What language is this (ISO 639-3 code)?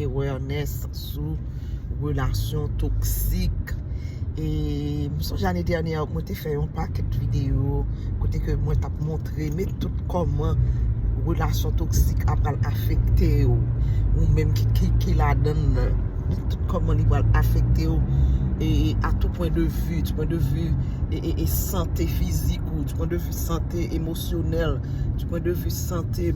hat